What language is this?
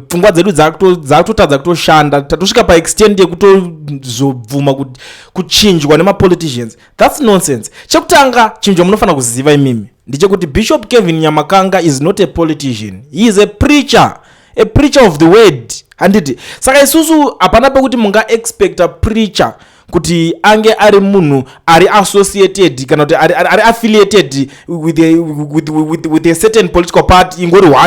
Shona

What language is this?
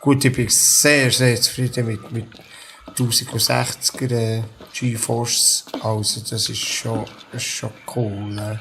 Swiss German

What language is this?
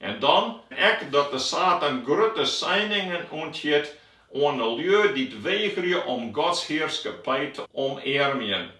Western Frisian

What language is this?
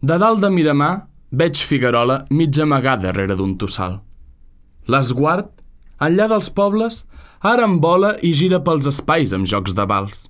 Catalan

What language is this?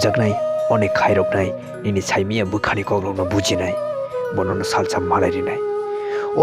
Kok Borok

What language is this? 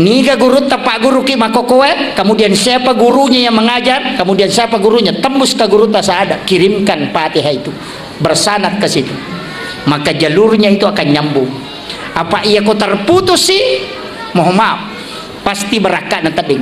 Buginese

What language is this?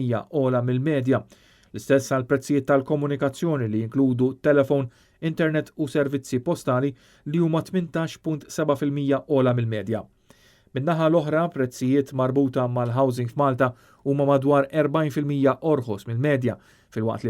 Maltese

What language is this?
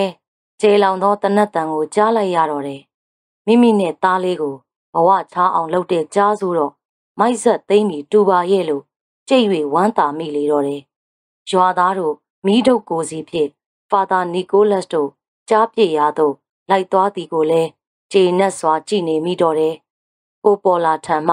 Burmese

